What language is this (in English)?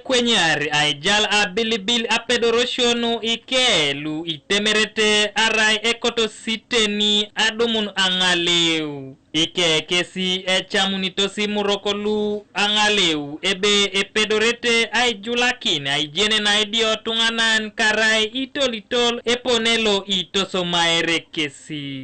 Teso